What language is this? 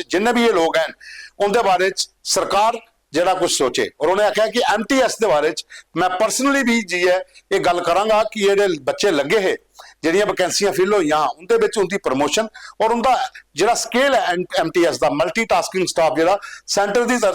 Dogri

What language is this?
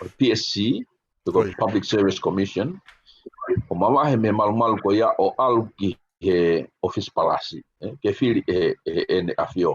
Tongan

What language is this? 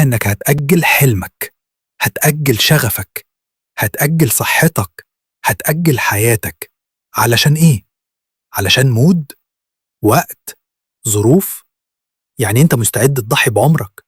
Egyptian Arabic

